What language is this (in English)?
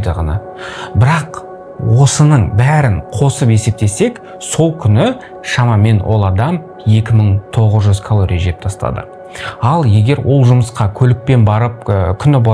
Kazakh